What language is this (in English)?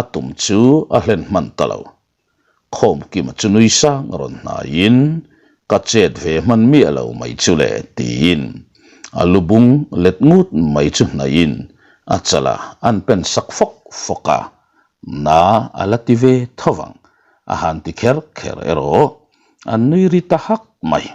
Mizo